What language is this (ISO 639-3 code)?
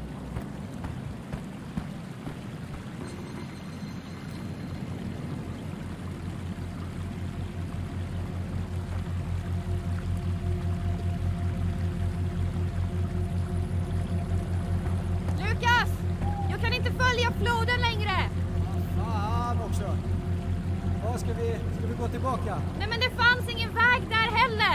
swe